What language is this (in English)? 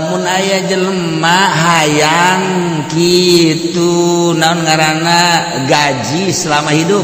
Sundanese